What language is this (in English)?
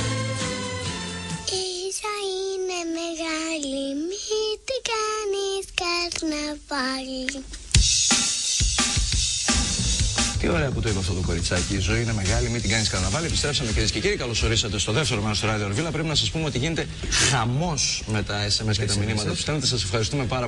Greek